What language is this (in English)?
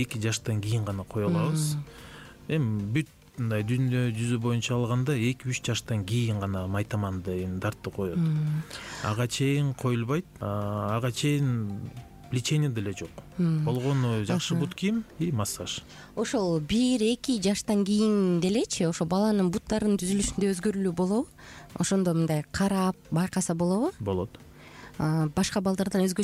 Kyrgyz